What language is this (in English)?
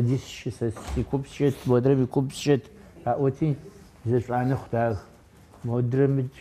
Adyghe